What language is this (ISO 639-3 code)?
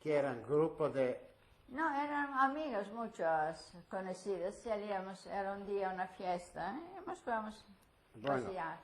lad